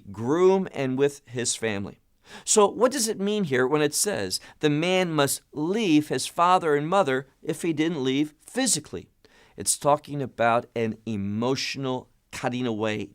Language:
English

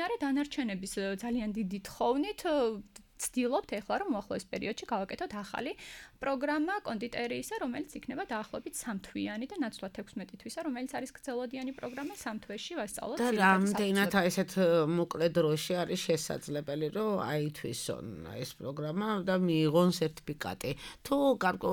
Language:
Georgian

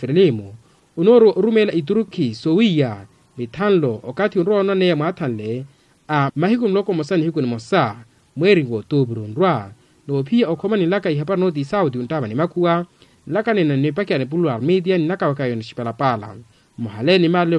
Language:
Makhuwa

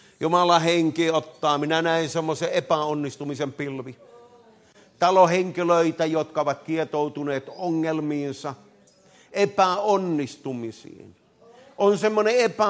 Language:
Finnish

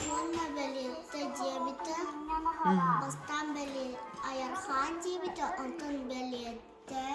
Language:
Yakut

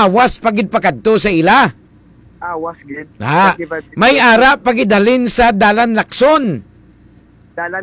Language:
Hiligaynon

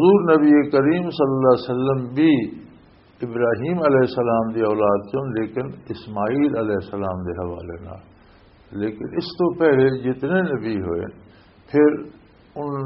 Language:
Western Panjabi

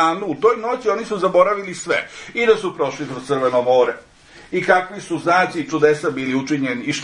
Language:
Serbian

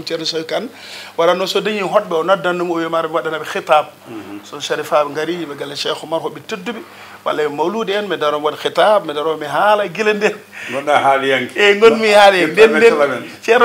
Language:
Fula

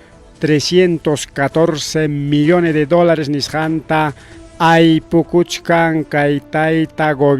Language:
Ayacucho Quechua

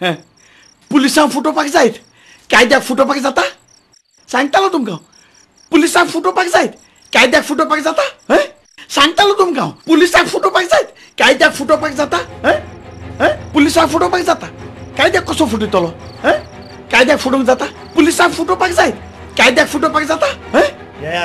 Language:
Konkani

